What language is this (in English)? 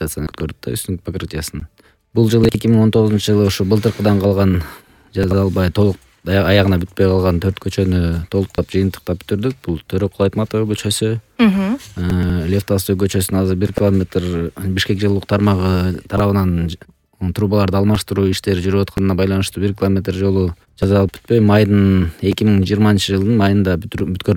Kyrgyz